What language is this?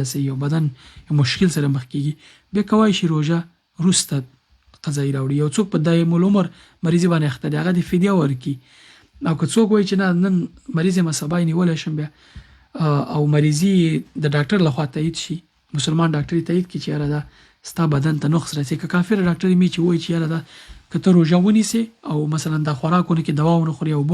Pashto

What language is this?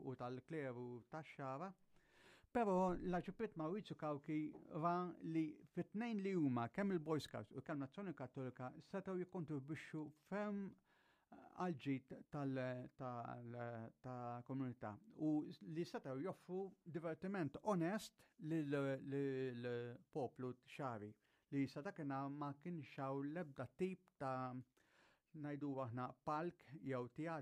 Maltese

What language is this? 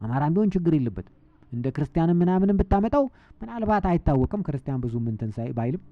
Amharic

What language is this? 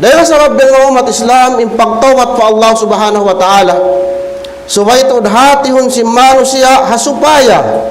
Tausug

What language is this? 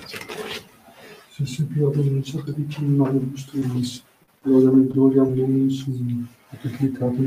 Dutch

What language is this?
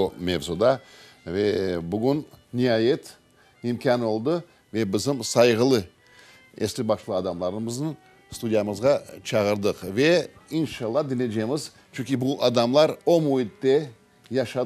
Crimean Tatar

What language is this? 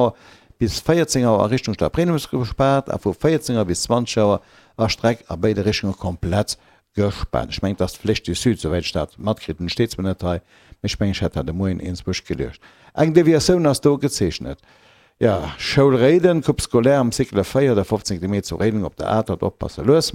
Luxembourgish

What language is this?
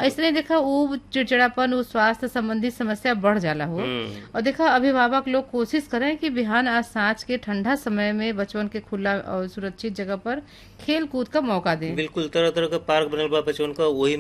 Bhojpuri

